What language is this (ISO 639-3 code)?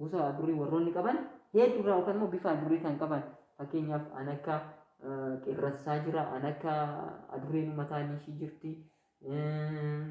orm